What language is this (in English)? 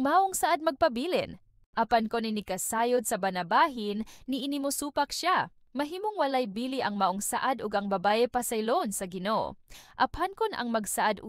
Cebuano